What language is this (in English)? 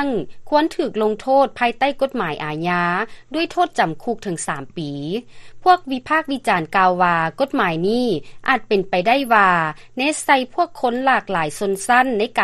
Lao